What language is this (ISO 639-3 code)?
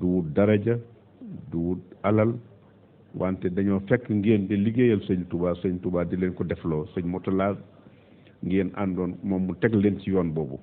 wol